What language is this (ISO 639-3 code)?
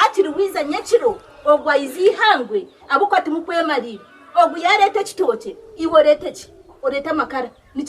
nyn